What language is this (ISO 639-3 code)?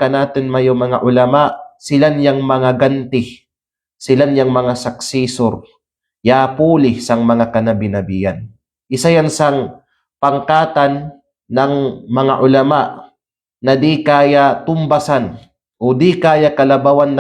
kqe